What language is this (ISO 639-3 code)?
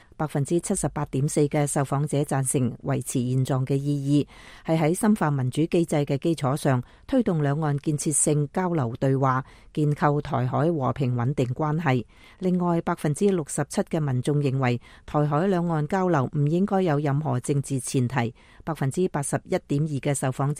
yue